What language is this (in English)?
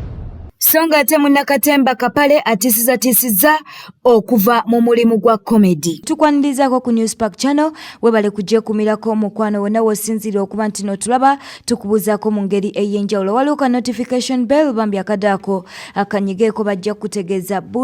Ganda